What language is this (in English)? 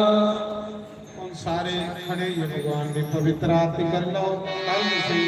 Dogri